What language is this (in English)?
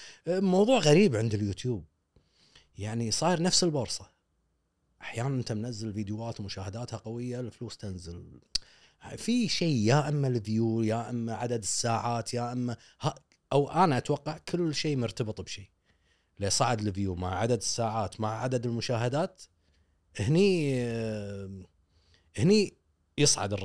Gulf Arabic